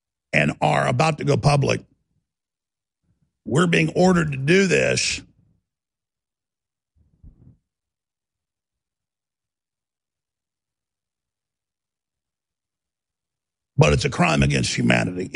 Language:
English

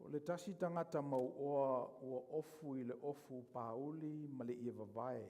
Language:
Samoan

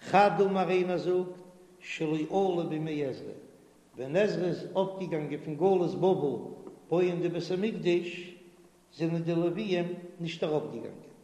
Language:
Yiddish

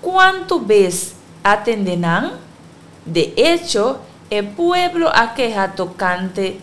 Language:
Papiamento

